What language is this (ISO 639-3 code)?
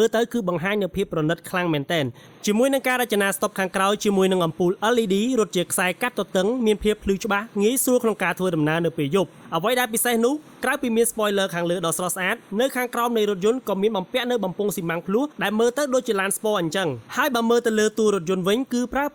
khm